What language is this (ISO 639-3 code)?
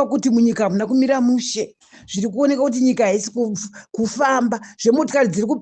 sna